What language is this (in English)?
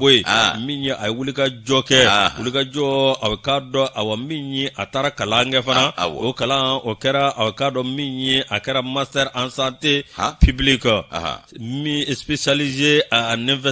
Bambara